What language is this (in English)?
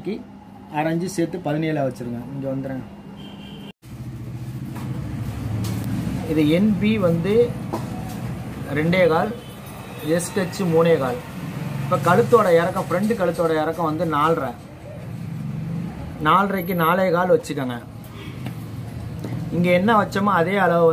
Tamil